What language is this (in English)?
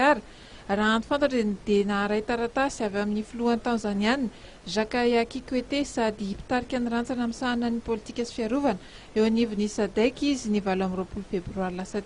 Malagasy